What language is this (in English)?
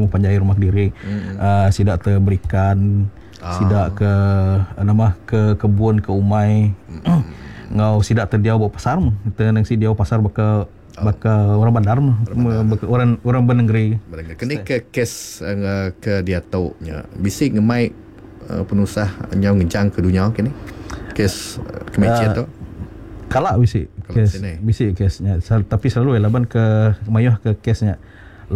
Iban